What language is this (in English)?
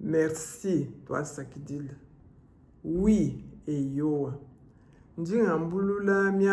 Luba-Lulua